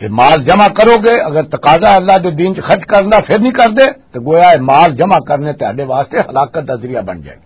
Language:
Western Panjabi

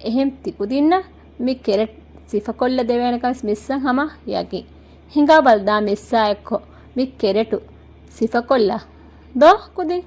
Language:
Divehi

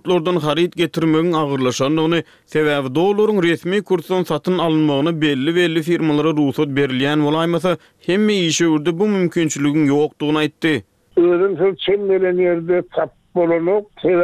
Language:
Turkmen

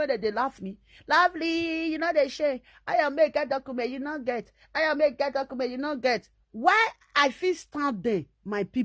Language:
Nigerian Pidgin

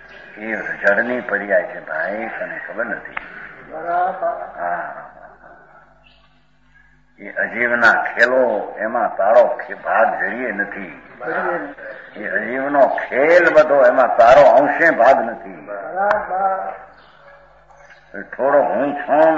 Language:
Gujarati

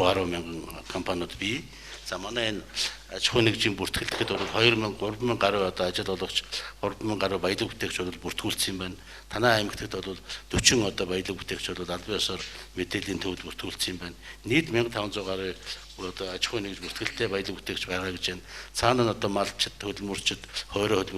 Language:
Mongolian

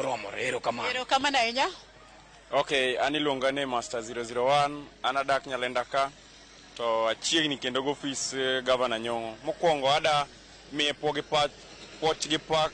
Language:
Luo (Kenya and Tanzania)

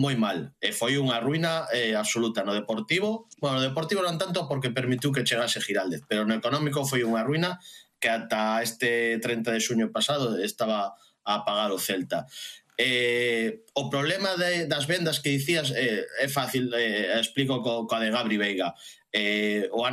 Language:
Galician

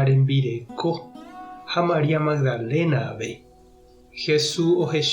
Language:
Guarani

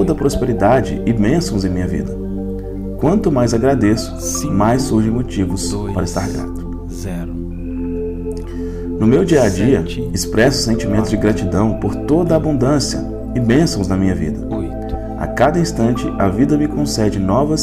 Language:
Portuguese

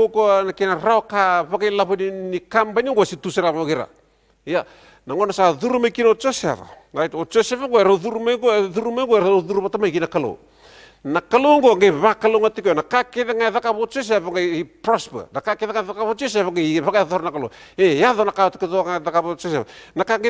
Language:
Fijian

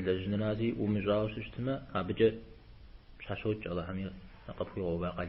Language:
Kabardian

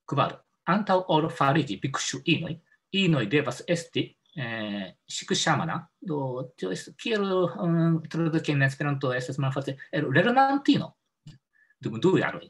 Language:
Esperanto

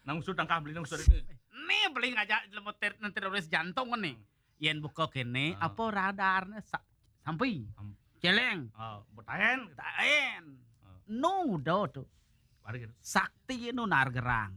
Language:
Balinese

